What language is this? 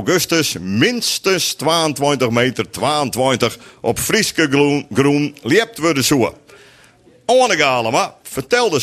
Western Frisian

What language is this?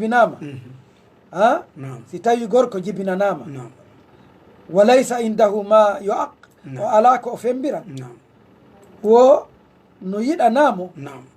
Fula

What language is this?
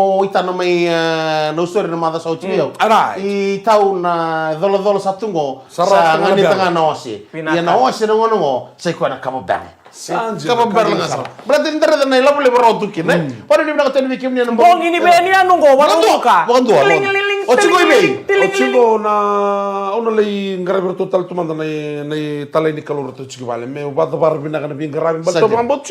Fijian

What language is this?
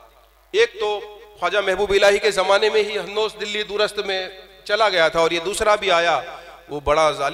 Hindi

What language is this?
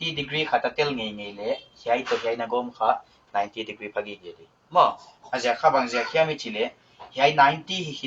Paite Chin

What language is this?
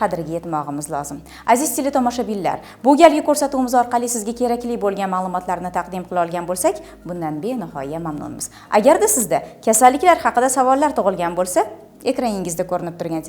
Uzbek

